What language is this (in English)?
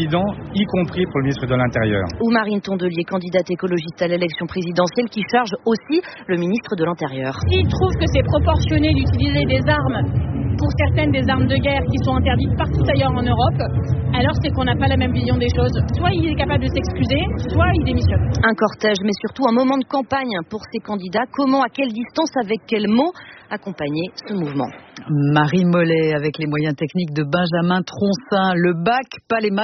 French